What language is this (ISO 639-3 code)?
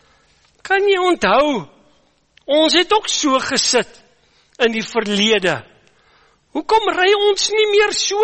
afr